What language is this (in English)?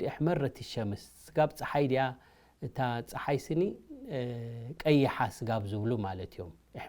Tigrinya